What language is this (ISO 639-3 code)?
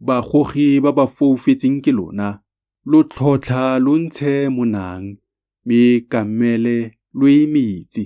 tsn